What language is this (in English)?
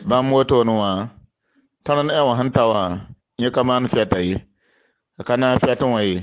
Mossi